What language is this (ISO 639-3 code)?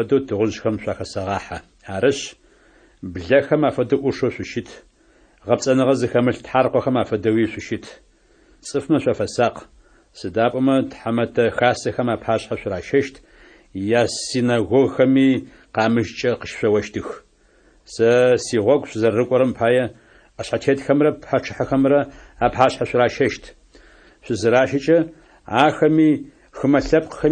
ady